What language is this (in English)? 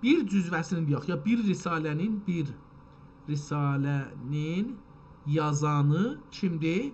South Azerbaijani